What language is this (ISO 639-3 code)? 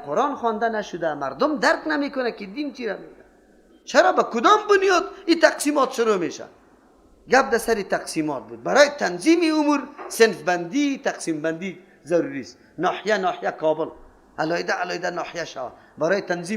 fas